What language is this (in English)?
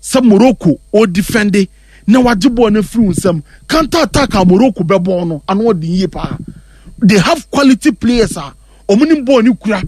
Akan